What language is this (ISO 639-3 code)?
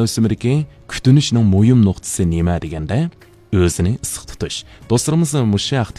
uig